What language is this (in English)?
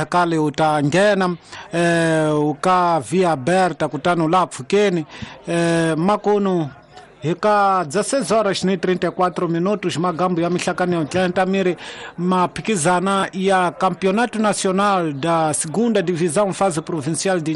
Tsonga